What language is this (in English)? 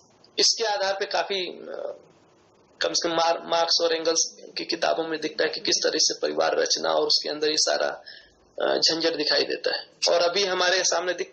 Hindi